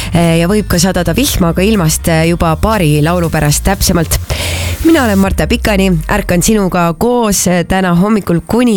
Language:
Estonian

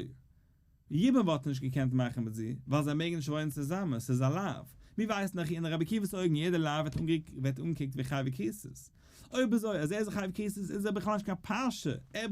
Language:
Yiddish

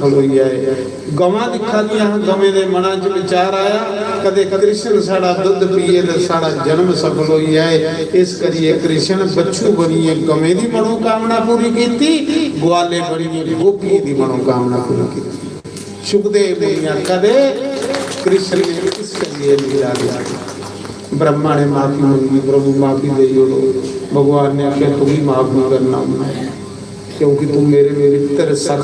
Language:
Dogri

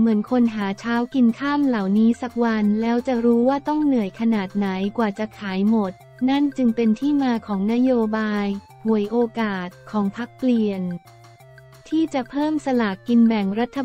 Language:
Thai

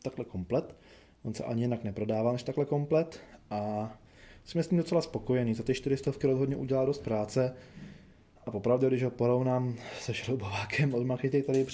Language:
Czech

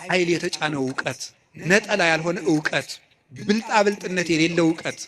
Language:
Amharic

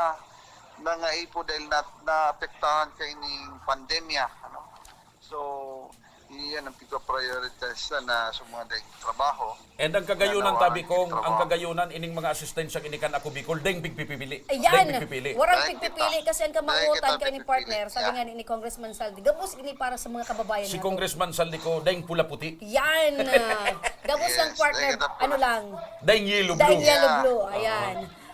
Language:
Bikol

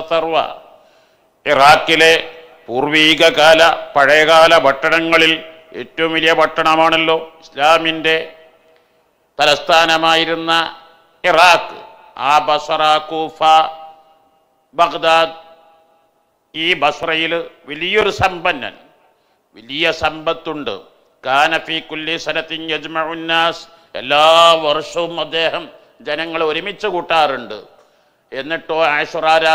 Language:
Malayalam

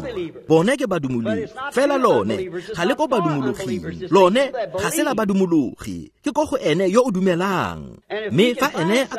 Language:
Tswana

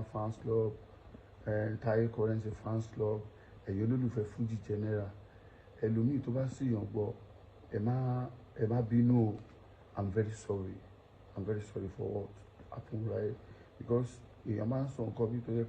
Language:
Yoruba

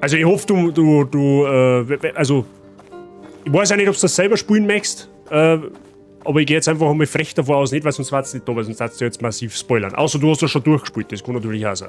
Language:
Bavarian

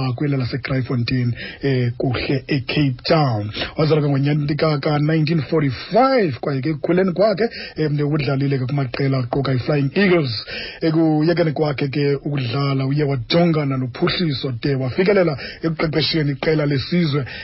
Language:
Xhosa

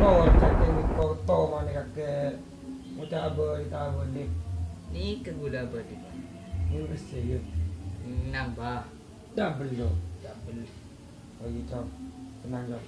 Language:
Madurese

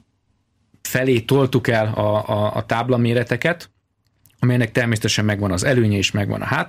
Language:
Hungarian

